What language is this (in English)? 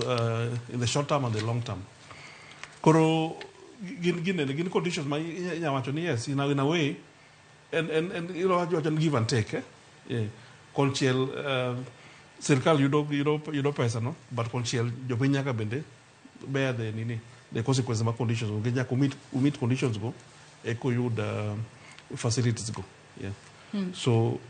Luo (Kenya and Tanzania)